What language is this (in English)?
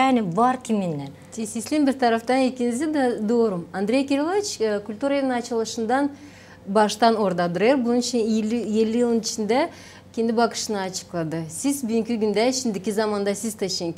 Gagauz